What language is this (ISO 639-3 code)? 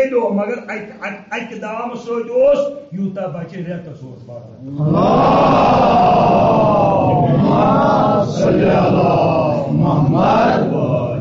kas